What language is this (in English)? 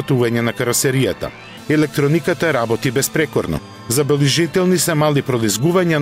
Macedonian